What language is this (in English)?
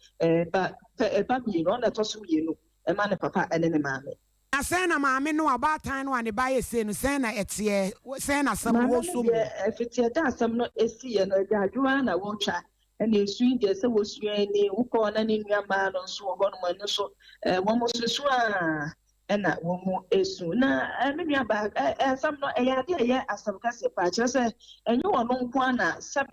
Akan